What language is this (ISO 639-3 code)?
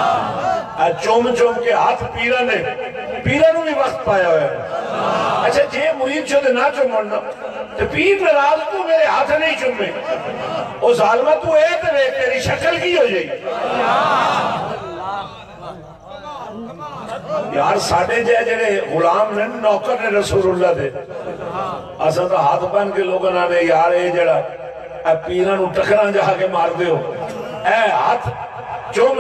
urd